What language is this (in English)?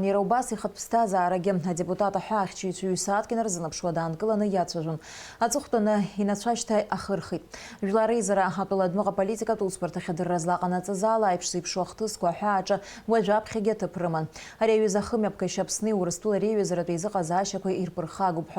Abkhazian